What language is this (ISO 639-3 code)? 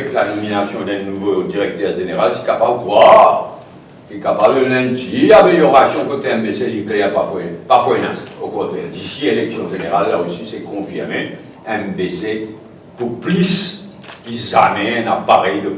mfe